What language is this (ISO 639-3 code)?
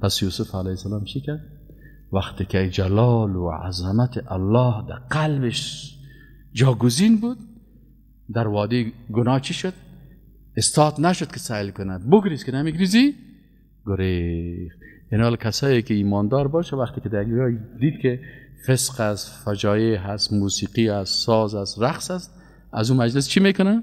fas